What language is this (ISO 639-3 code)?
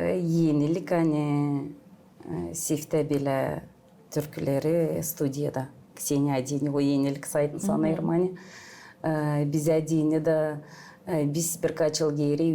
gag